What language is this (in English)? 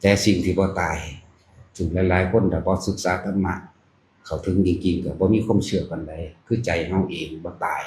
Lao